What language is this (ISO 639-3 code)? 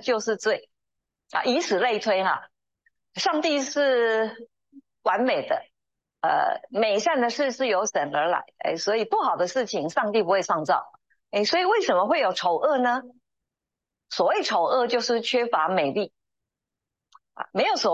zho